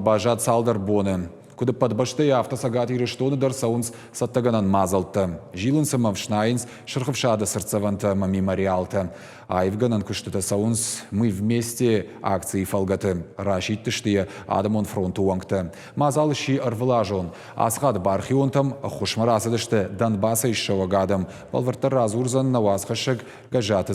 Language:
Ossetic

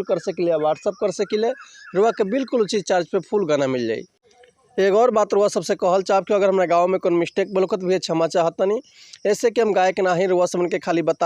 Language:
Bhojpuri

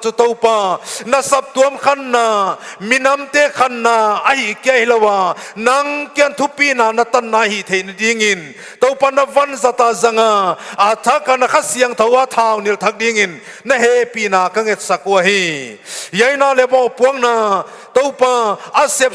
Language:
Paite Chin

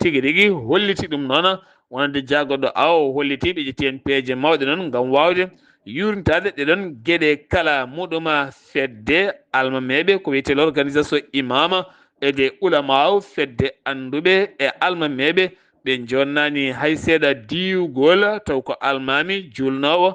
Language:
Fula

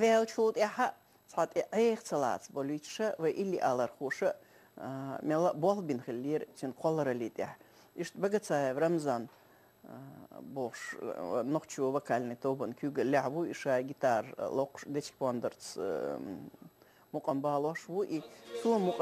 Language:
Chechen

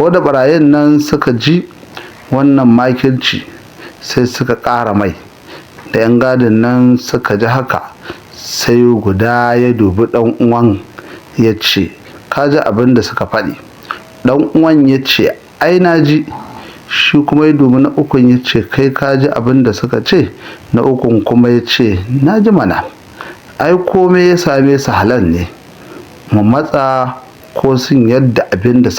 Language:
Hausa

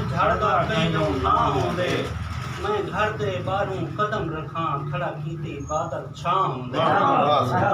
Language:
Saraiki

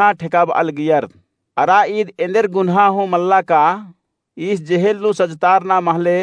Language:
Kurukh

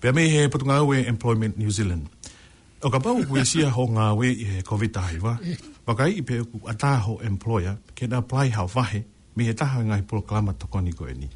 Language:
Tongan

